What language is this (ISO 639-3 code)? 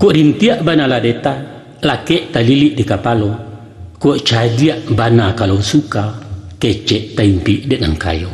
min